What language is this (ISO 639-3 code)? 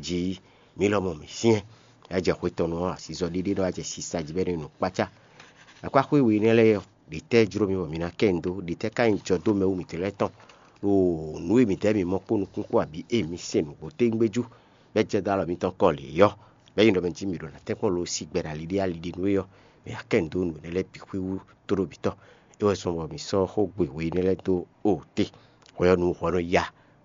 fon